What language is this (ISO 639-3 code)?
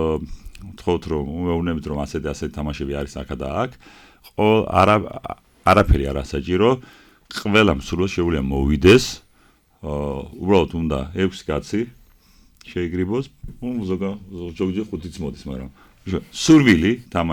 kat